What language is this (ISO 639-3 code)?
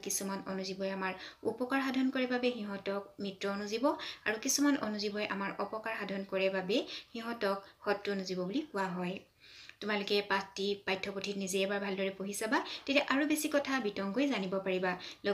asm